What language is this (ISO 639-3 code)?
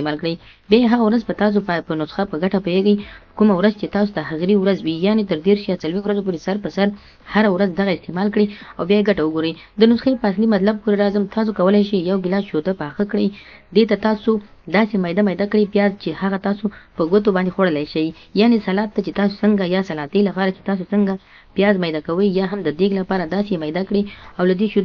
pus